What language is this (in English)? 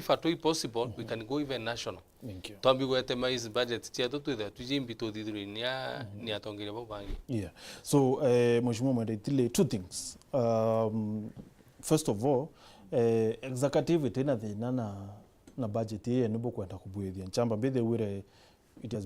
Meru